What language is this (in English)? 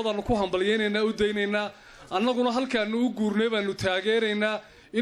Somali